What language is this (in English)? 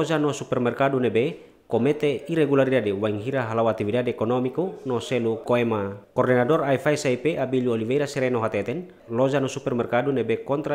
Tetum